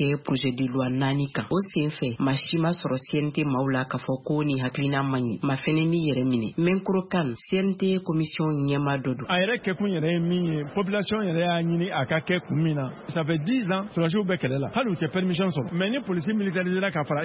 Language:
Bambara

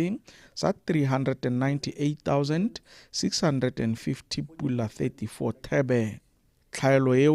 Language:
Tswana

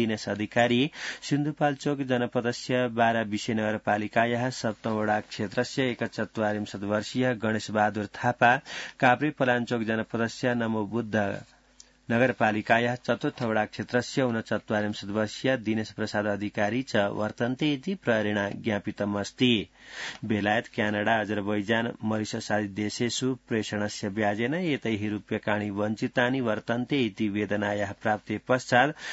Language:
Sanskrit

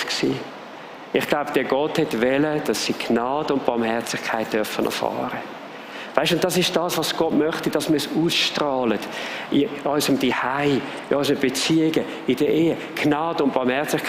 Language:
Swiss German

